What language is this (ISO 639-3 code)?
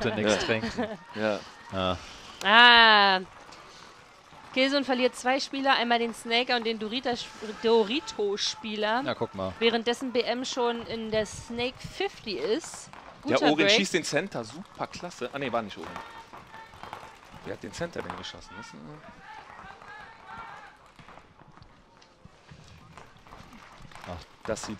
deu